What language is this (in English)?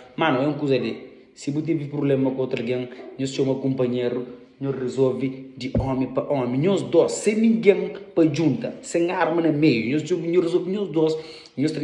Kabuverdianu